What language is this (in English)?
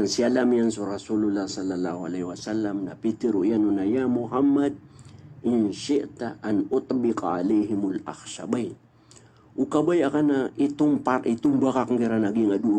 Maranao